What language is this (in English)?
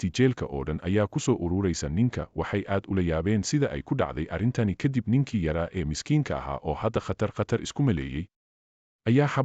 Somali